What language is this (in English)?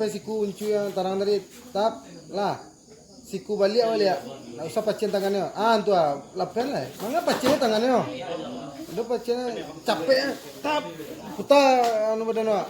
Minangkabau